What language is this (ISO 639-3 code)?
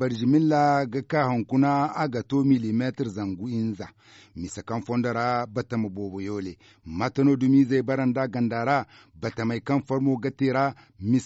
dje